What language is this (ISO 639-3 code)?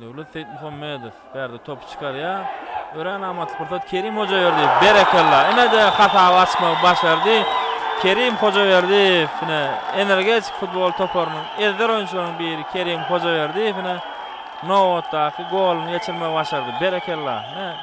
tuk